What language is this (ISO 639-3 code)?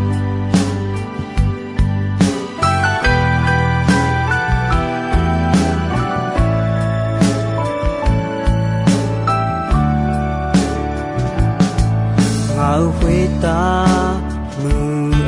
ahk